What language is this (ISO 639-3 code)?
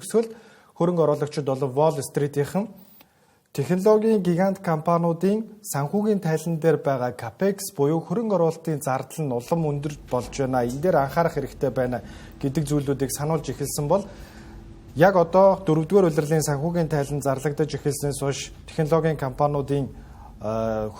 mon